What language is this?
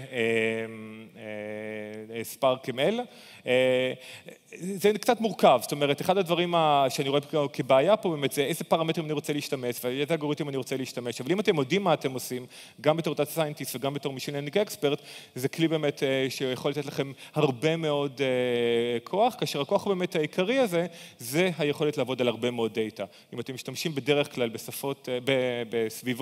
Hebrew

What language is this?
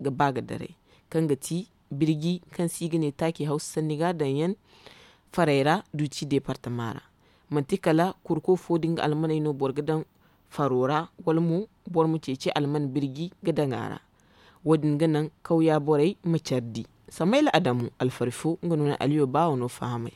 Zarma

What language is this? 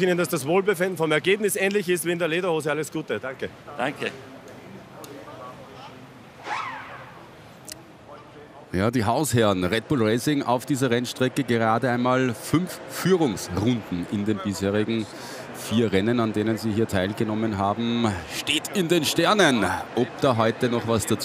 German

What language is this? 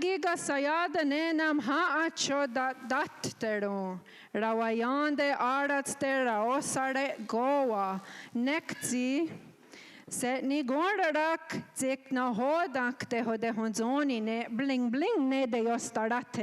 Mohawk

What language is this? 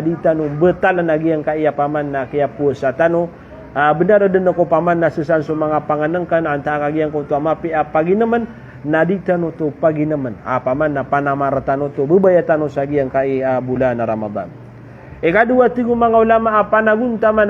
Maranao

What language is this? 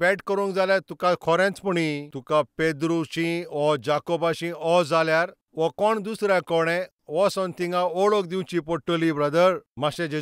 Konkani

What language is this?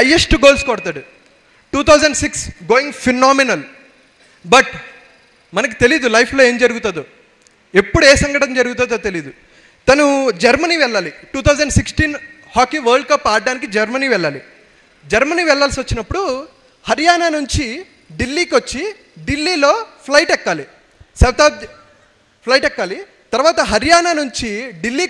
Telugu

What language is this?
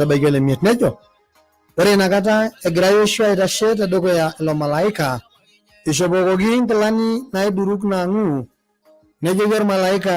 Masai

